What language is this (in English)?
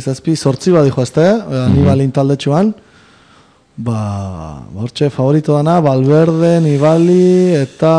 Basque